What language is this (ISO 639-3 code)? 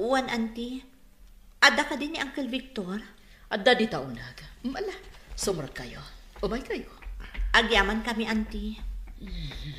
ilo